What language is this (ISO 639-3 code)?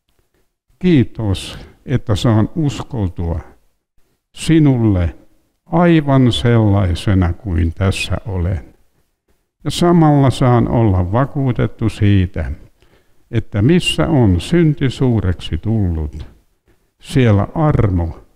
fin